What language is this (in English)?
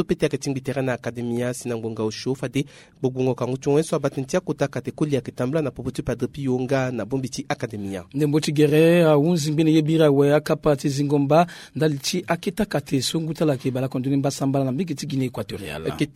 Sango